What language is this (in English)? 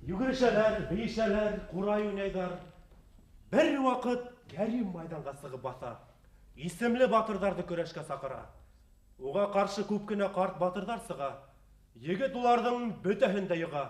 Bashkir